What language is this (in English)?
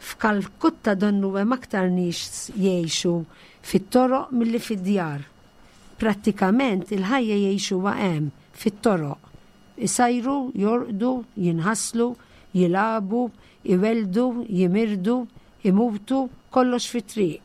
Maltese